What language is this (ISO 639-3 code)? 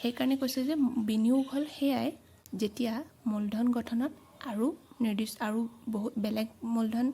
asm